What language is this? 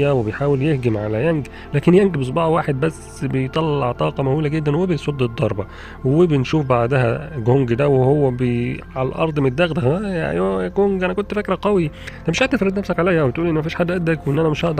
Egyptian Arabic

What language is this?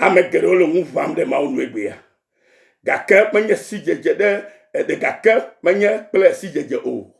Ewe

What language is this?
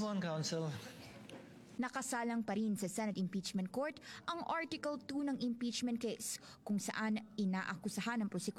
Filipino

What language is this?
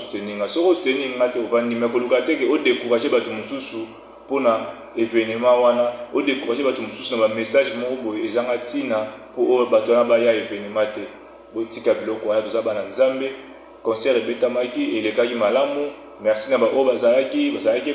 Lingala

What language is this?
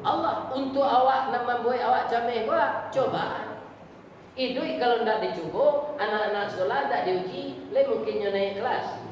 Minangkabau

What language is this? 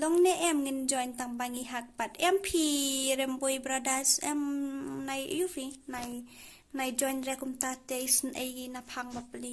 Khasi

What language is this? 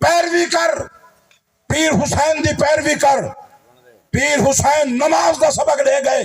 Saraiki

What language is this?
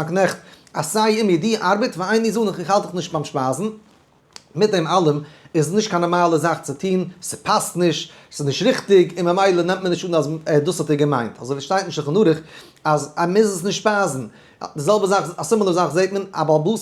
Yiddish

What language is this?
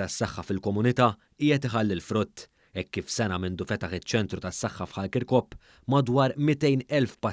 Maltese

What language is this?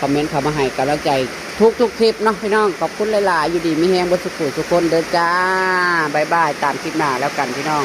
Northeastern Thai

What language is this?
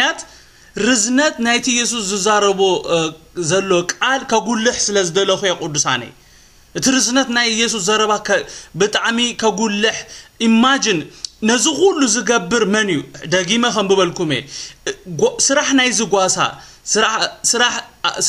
Tigrinya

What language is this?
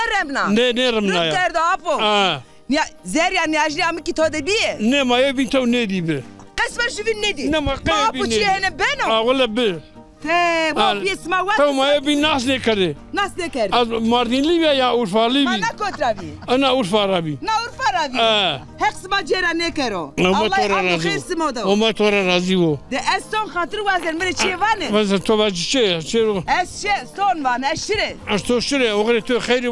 Zaza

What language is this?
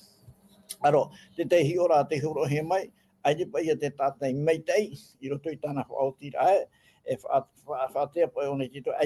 Tahitian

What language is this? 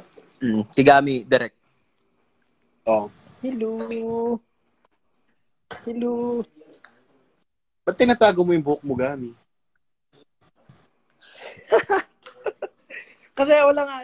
Filipino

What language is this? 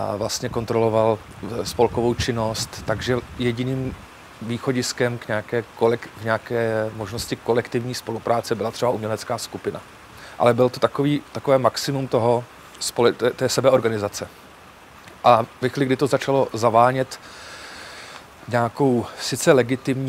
Czech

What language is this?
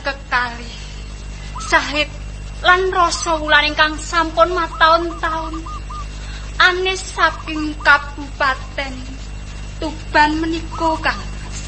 Javanese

